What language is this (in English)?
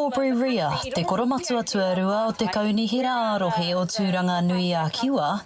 Māori